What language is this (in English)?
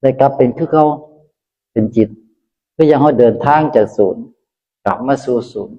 Northeastern Thai